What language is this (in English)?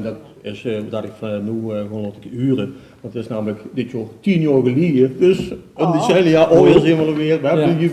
Limburgish